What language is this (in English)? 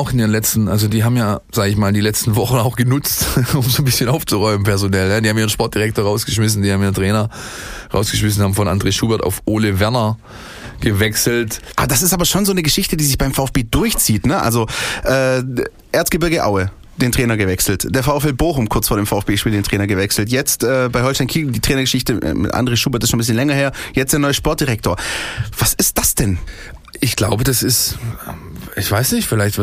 German